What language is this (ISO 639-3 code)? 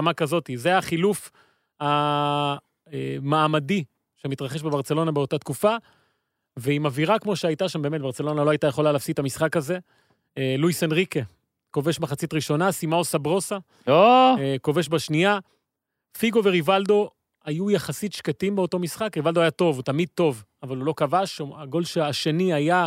heb